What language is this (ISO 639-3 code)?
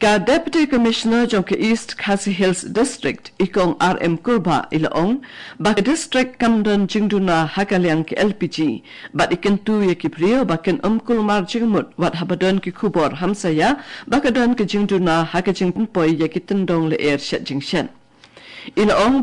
kha